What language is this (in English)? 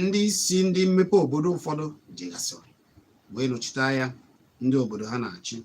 Igbo